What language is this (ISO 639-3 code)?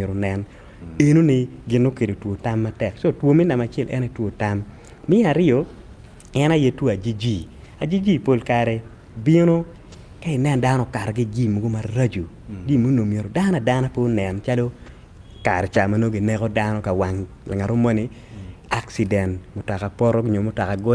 ach